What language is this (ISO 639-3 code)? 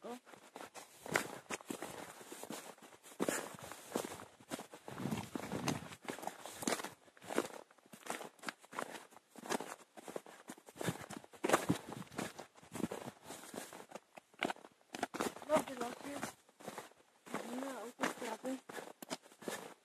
pol